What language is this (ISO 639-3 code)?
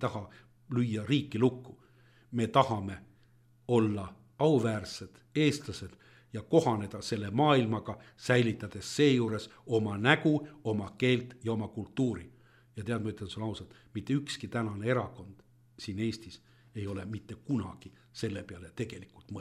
est